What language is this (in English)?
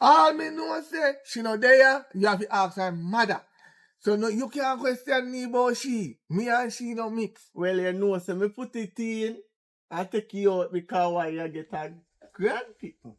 Jamaican Creole English